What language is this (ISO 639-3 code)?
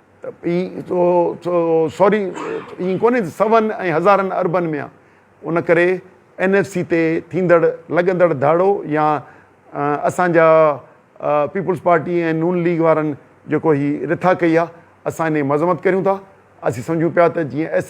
snd